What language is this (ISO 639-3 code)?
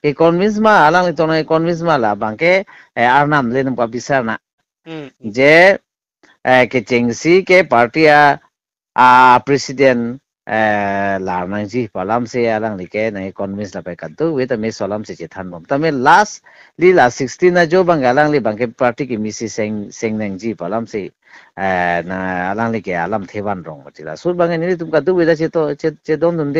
mjw